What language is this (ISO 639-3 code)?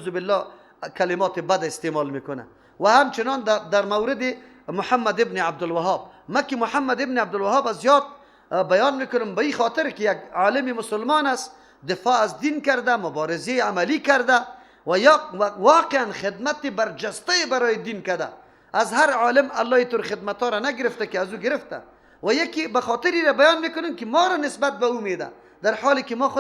fas